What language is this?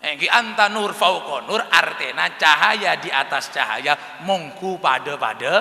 Madurese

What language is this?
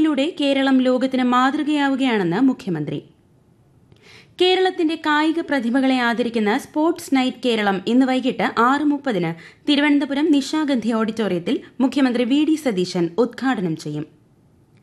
Malayalam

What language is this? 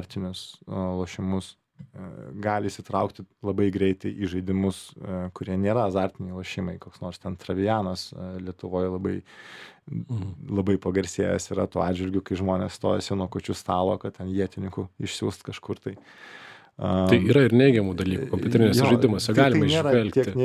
Lithuanian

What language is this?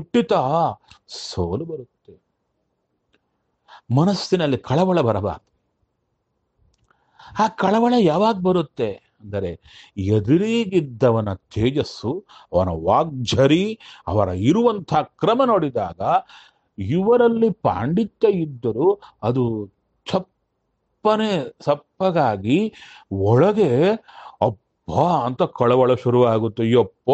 Kannada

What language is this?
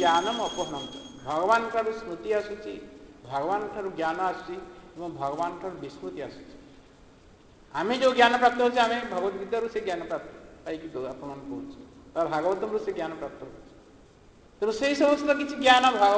Odia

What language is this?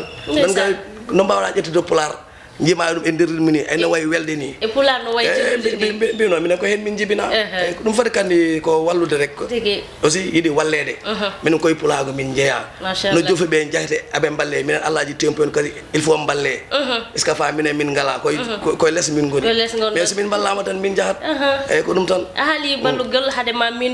Fula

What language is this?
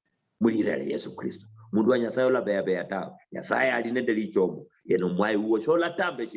Luyia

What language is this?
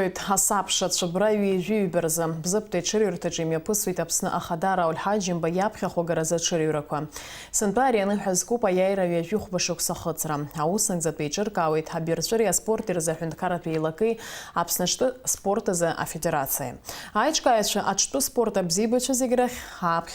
Abkhazian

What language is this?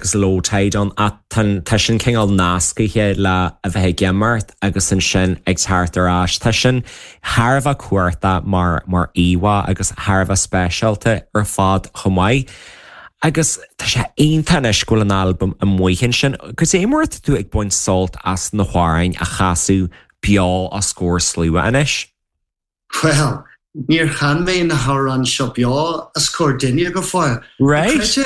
Irish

